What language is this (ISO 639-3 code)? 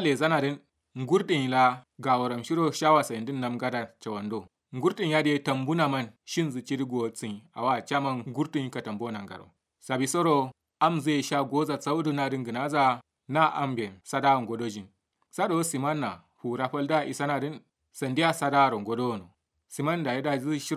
kau